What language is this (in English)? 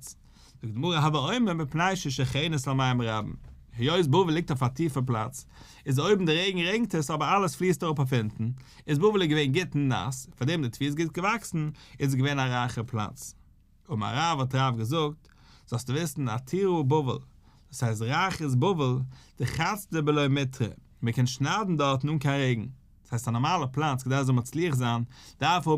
Yiddish